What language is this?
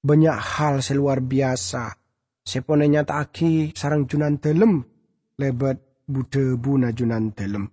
Madurese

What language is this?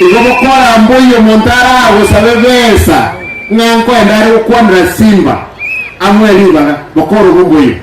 Gusii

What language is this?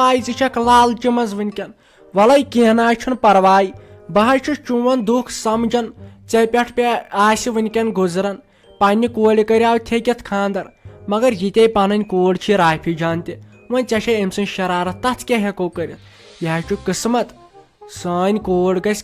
Kashmiri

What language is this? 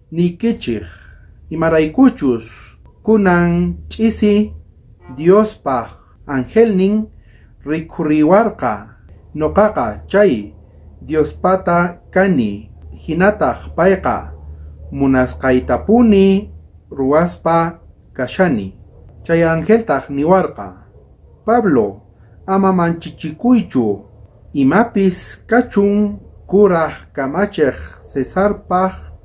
South Bolivian Quechua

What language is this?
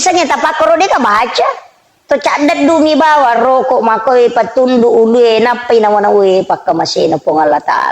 Buginese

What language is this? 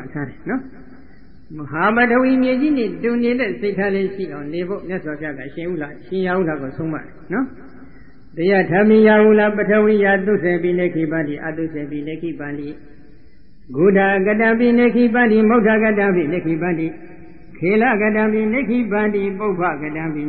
Burmese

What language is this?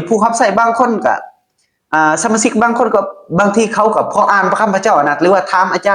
Lao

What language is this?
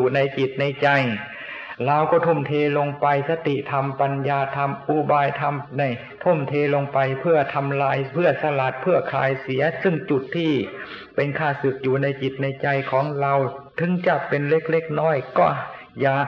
Thai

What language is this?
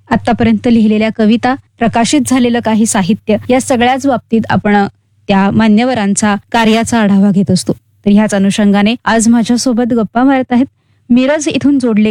Marathi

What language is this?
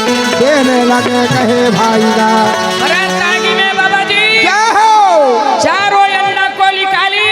Chhattisgarhi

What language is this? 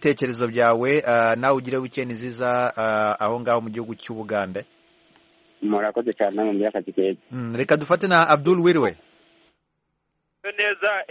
Kinyarwanda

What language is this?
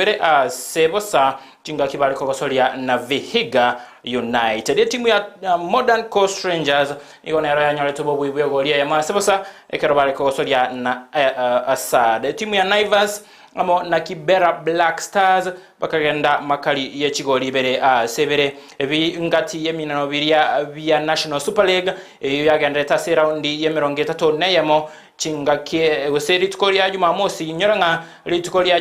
Gusii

